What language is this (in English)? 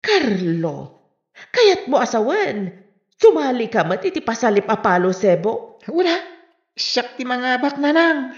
Iloko